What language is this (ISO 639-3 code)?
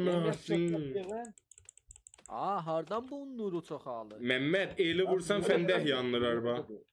azb